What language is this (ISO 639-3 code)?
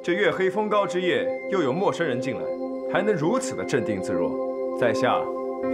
zho